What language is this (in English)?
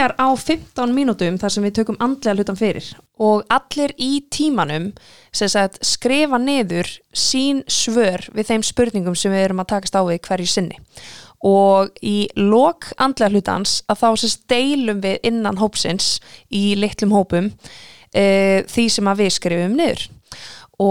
Icelandic